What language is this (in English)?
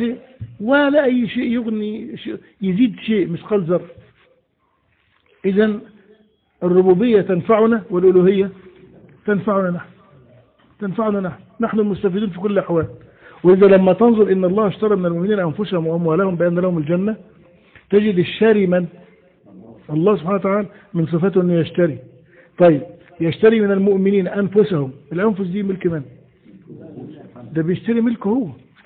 Arabic